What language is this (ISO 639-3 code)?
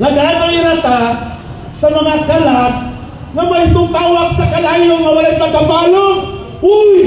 ceb